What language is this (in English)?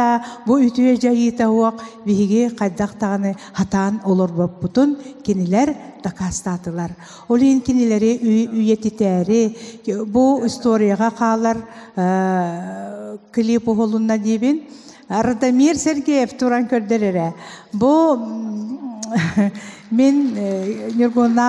Yakut